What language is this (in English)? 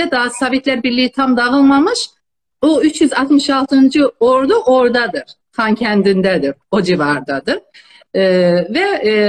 South Azerbaijani